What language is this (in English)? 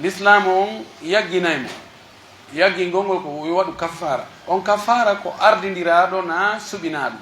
Pular